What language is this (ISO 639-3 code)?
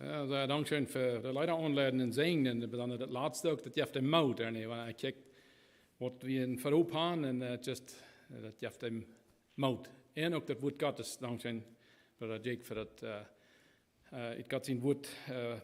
pdt